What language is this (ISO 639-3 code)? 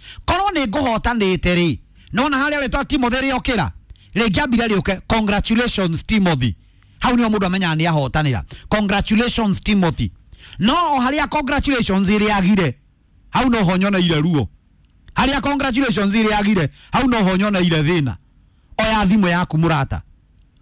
kik